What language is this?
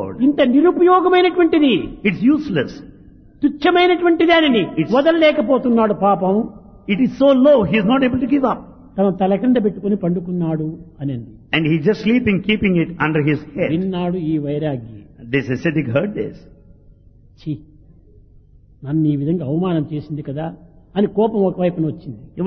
Telugu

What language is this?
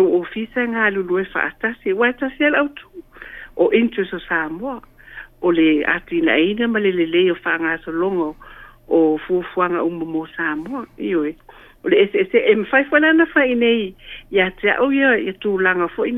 Samoan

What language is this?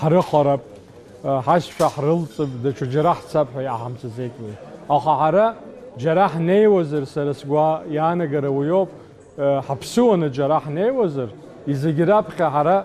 Abkhazian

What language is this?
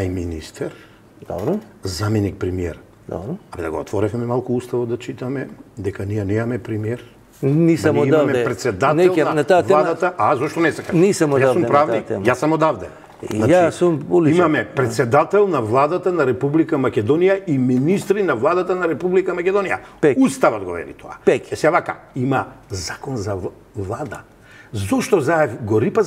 Macedonian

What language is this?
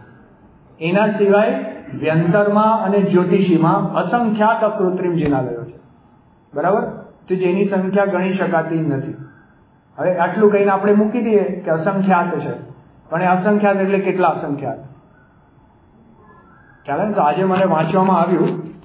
Gujarati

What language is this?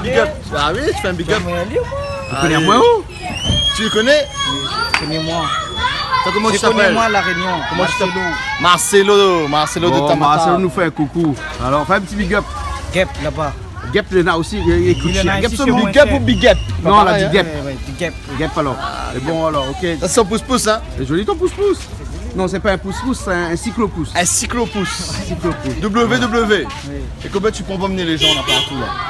Réunion Creole French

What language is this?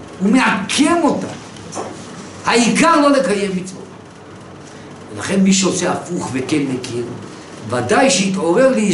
Hebrew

